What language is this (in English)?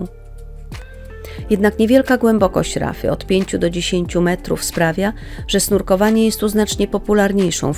Polish